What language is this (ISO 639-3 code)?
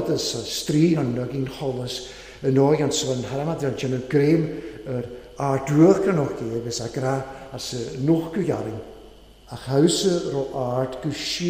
cym